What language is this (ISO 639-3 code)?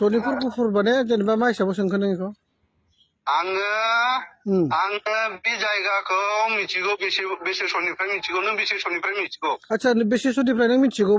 brx